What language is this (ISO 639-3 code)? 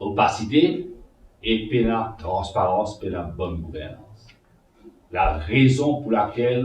mfe